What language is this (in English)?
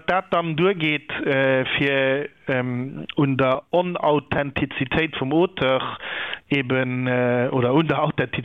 Luxembourgish